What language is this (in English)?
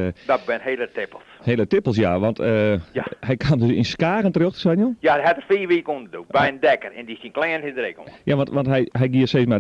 Western Frisian